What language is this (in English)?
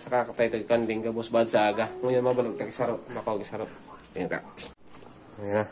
Bikol